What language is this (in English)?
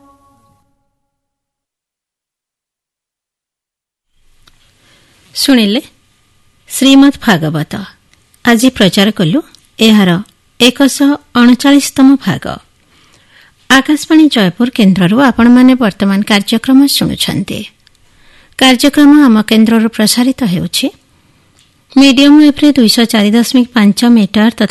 Odia